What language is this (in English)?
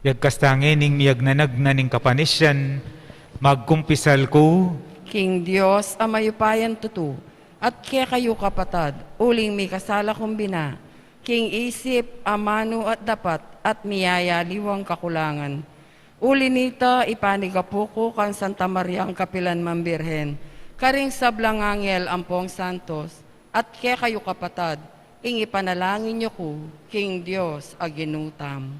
Pampanga